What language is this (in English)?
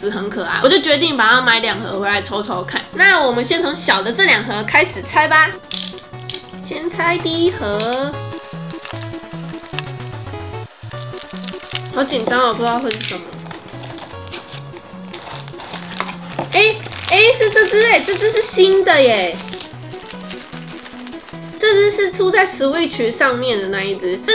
Chinese